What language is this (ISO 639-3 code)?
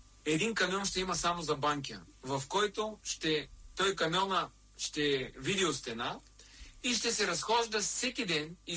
bul